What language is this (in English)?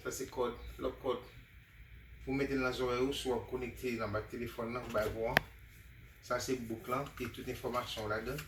Haitian Creole